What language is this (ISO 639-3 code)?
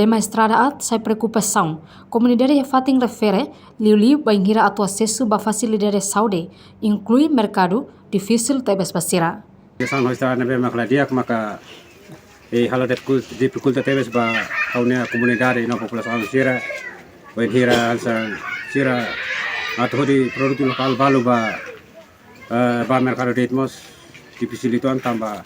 tet